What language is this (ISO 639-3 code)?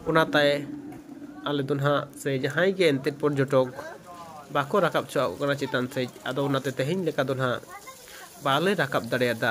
sat